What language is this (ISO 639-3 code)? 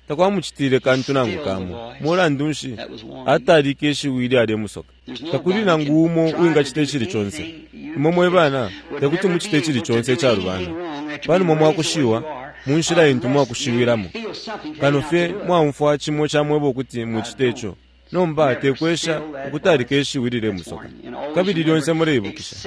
bem